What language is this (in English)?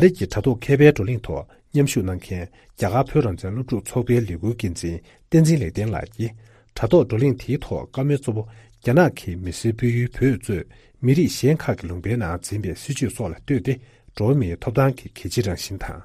Tibetan